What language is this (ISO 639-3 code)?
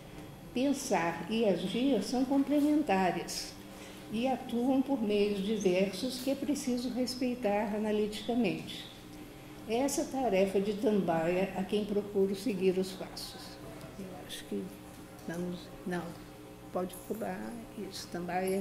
por